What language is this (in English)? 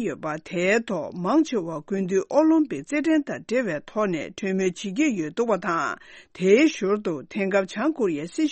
Tibetan